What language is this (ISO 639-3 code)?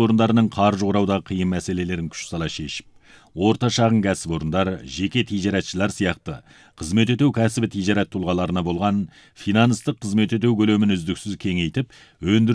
kaz